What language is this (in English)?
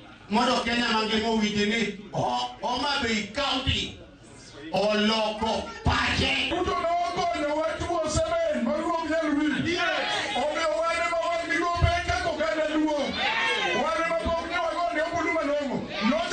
Luo (Kenya and Tanzania)